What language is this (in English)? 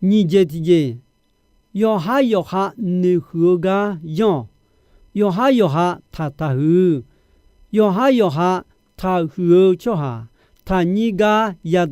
Akha